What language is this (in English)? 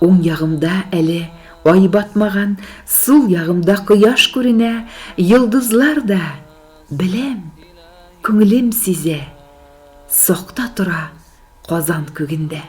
Tatar